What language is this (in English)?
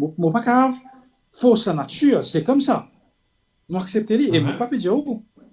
Morisyen